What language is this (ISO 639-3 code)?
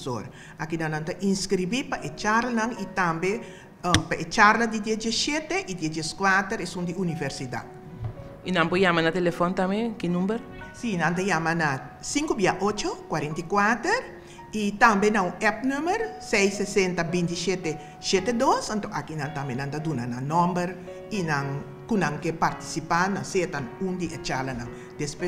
pap